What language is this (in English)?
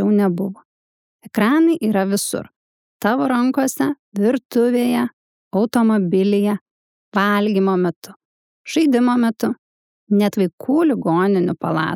Lithuanian